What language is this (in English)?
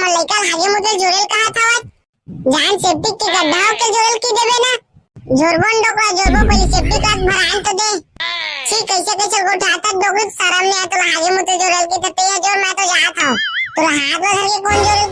Chhattisgarhi